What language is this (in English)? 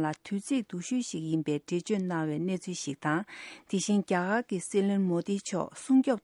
Tibetan